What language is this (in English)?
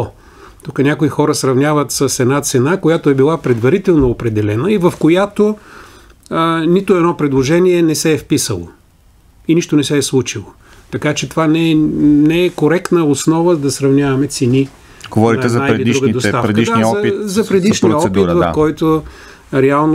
Bulgarian